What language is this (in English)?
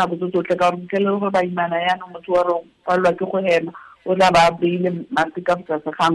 Tswana